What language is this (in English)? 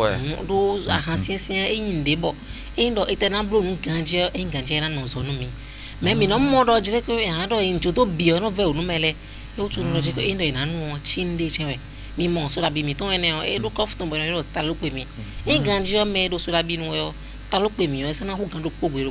Fon